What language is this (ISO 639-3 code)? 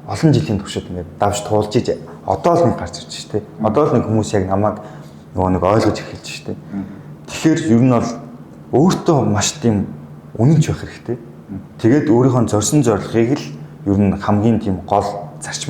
mon